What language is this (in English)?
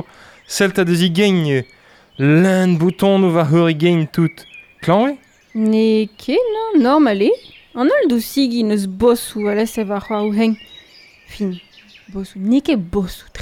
Breton